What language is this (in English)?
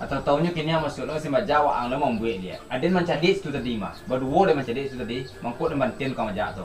Minangkabau